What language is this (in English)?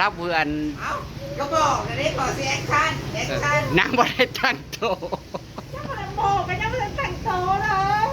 Northeastern Thai